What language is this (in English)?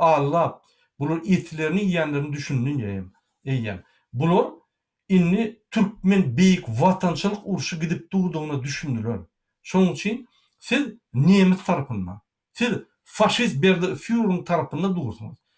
Turkmen